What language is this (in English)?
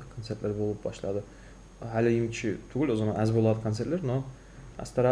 Kumyk